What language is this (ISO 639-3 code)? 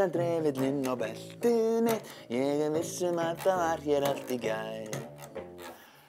isl